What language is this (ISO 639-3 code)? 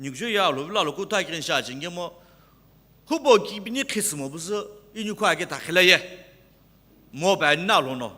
nsm